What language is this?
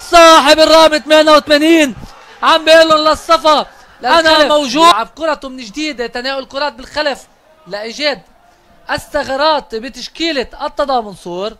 North Levantine Arabic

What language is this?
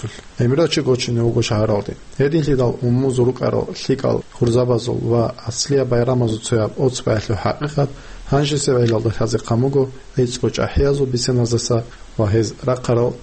Avaric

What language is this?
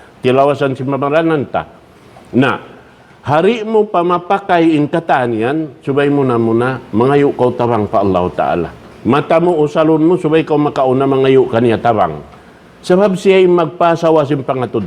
Tausug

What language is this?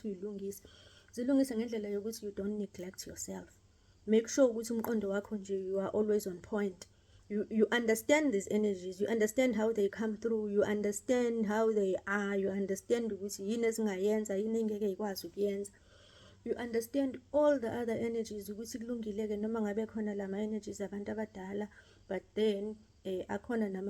Zulu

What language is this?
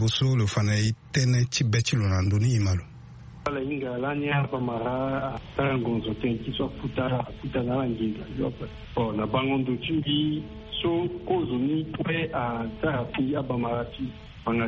Sango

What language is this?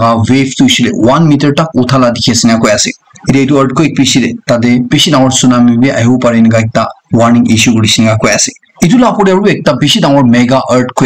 Naga Pidgin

